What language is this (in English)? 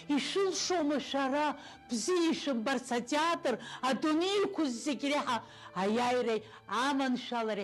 Abkhazian